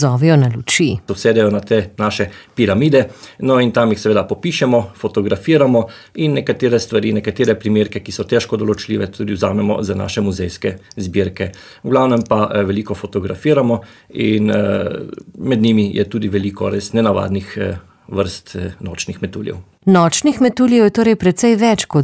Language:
Slovenian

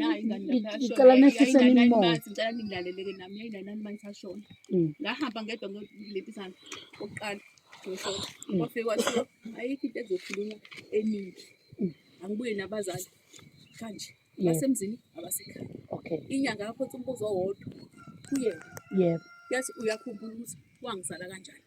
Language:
Zulu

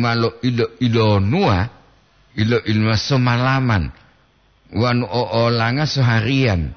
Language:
Gorontalo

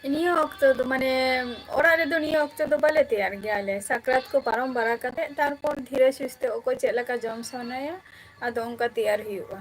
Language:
Santali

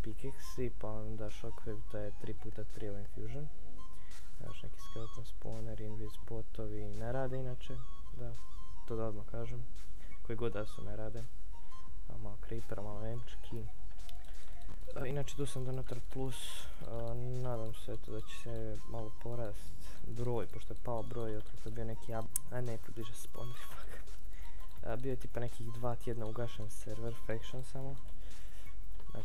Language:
Croatian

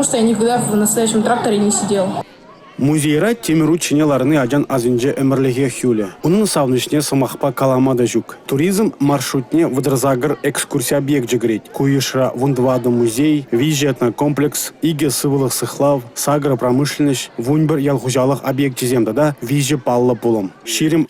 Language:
Chuvash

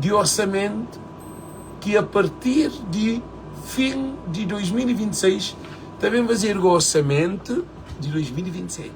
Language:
Kabuverdianu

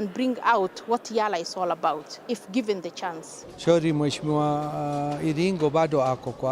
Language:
Meru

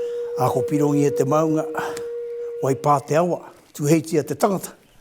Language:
Māori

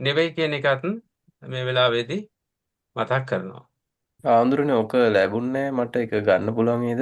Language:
Sinhala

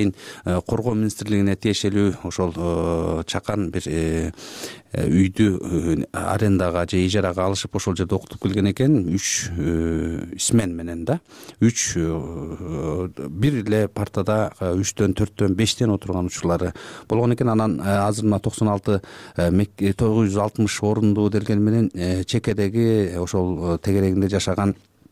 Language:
Kyrgyz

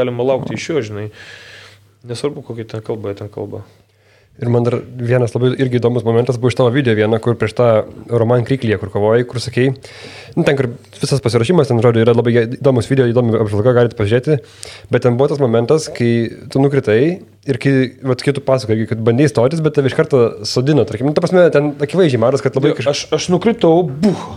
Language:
Lithuanian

